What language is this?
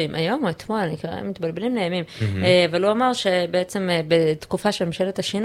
Hebrew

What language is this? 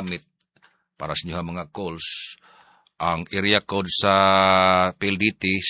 Cebuano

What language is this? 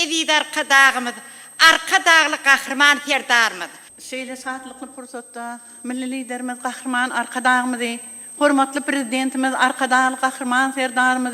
Turkmen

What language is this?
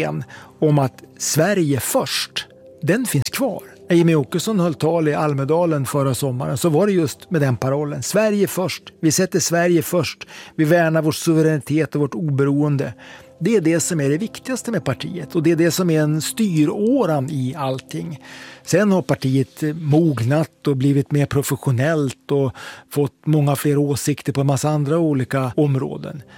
Swedish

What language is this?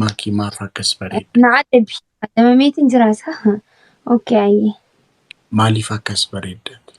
Oromo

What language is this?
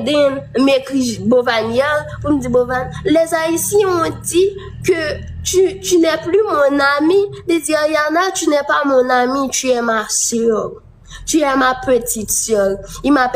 Haitian Creole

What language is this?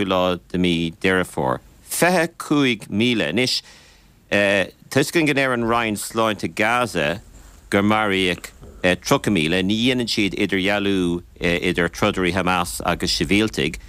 Irish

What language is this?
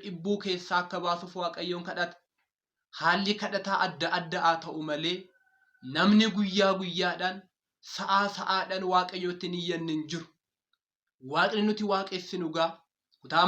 Oromo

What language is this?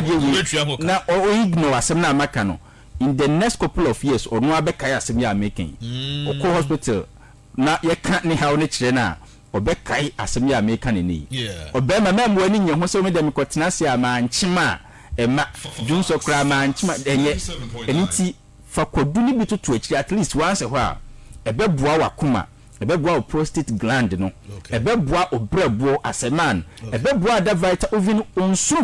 Akan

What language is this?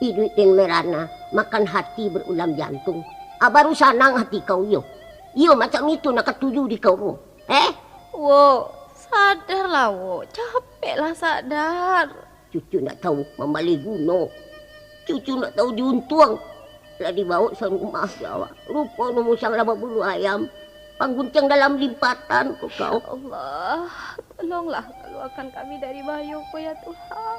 Minangkabau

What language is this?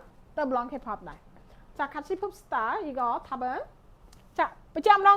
Khmer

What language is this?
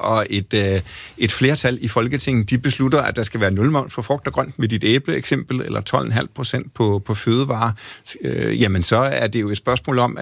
Danish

